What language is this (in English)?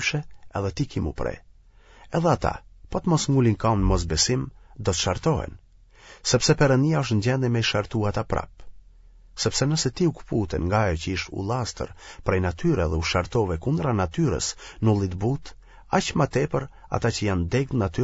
Albanian